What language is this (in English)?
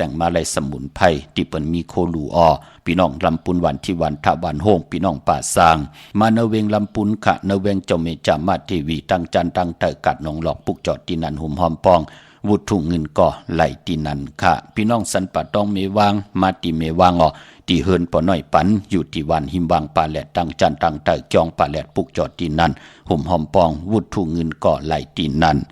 Shan